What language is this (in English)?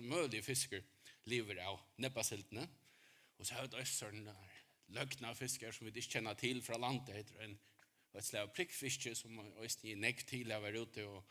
Faroese